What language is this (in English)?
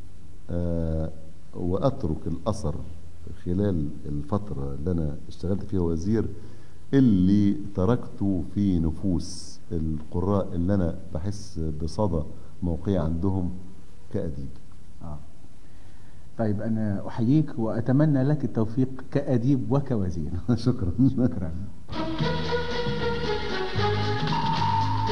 Egyptian Arabic